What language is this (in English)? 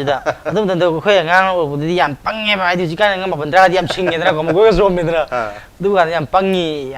Manipuri